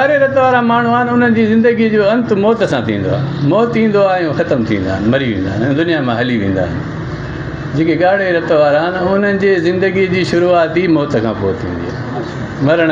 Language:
Sindhi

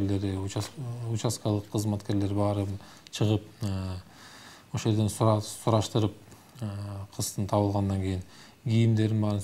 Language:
Kyrgyz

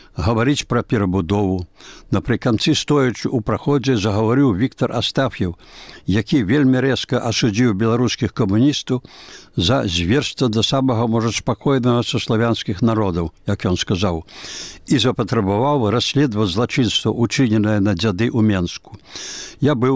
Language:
Belarusian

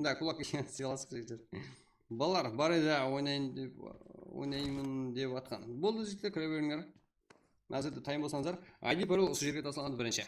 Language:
Kara-Kalpak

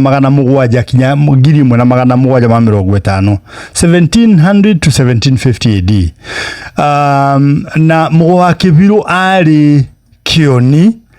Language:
Kikuyu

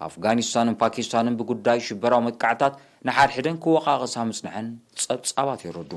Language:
Tigrinya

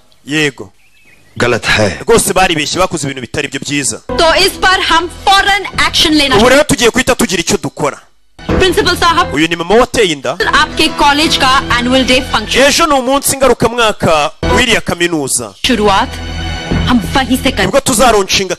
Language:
Kinyarwanda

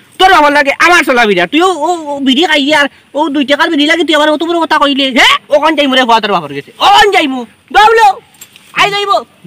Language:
Sylheti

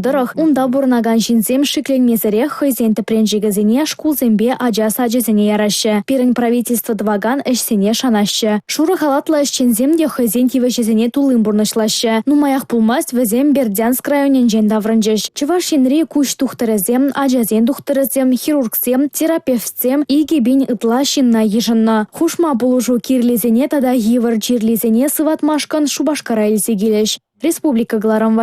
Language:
Chuvash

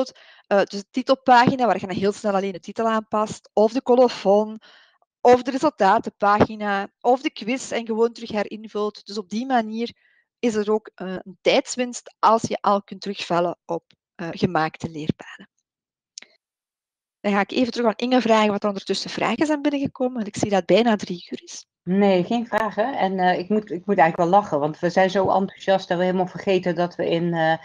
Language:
Dutch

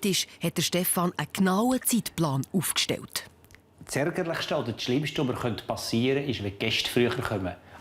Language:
Swiss German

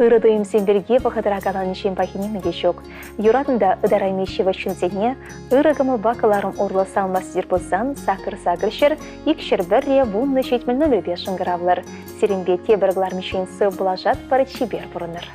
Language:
Chuvash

